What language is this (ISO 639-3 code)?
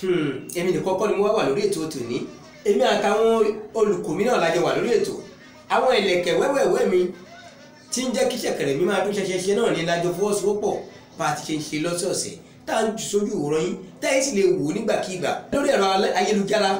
yor